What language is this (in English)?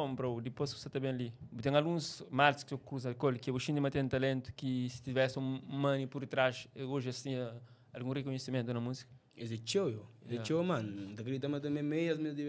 Kabuverdianu